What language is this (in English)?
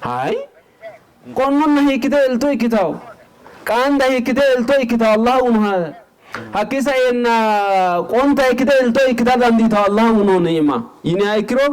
Sidamo